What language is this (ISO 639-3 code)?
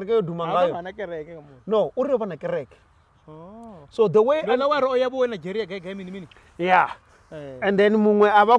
ven